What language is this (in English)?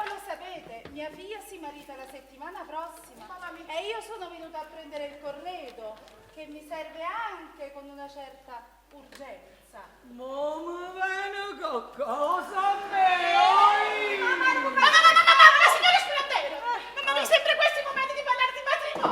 Neapolitan